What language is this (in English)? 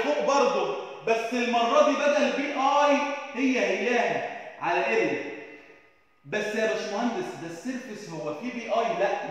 Egyptian Arabic